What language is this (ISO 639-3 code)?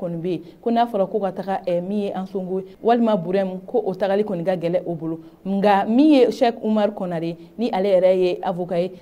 bam